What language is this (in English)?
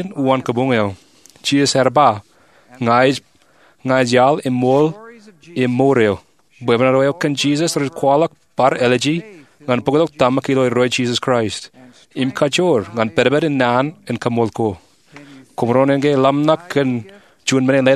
Marshallese